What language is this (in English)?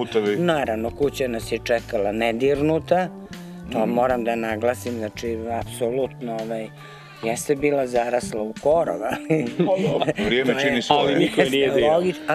Croatian